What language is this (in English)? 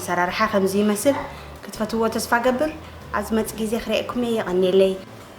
Tigrinya